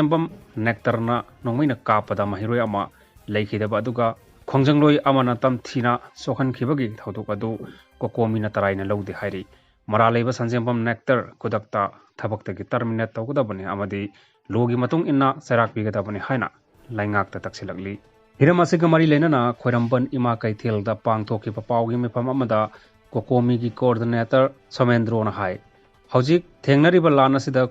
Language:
Manipuri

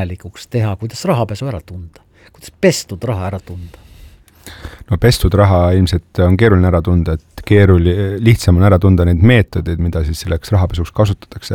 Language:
Estonian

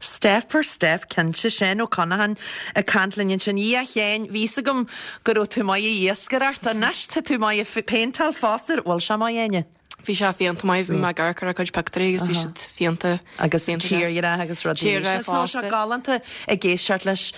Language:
Irish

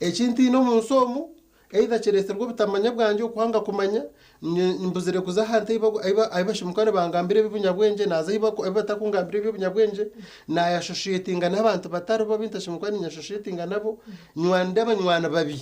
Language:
Nyankole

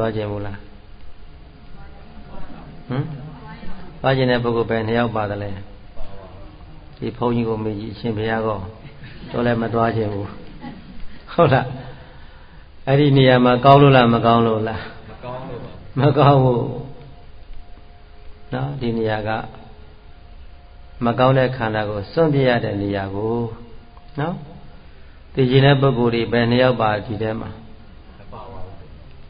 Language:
Burmese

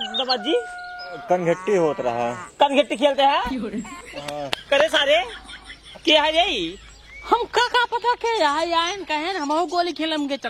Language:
Awadhi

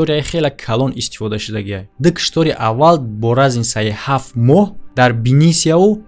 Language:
Tajik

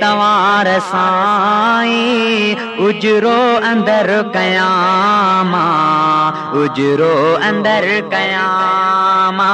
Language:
Saraiki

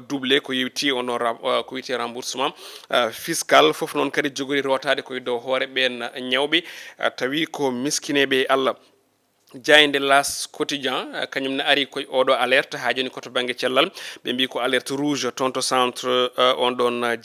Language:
Fula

